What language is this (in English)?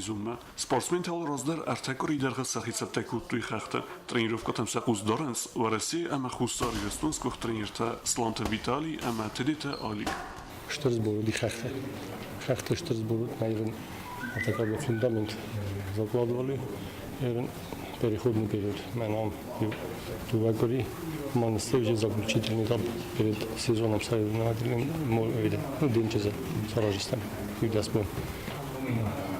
Ossetic